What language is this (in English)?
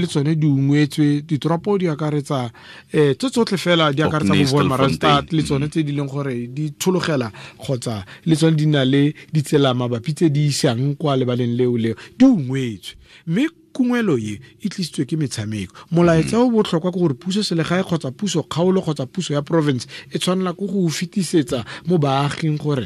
Tswana